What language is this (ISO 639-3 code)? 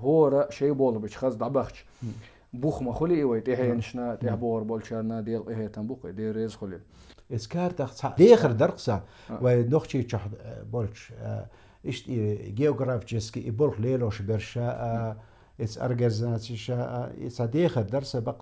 che